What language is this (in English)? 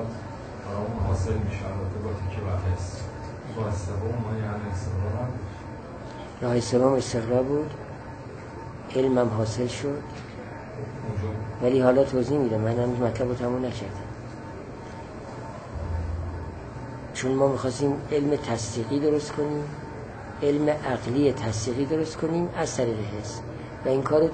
Persian